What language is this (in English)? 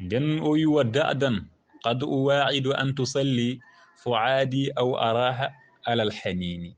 Fula